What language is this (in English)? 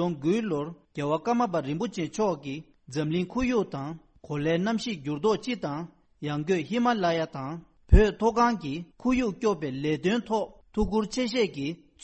Tibetan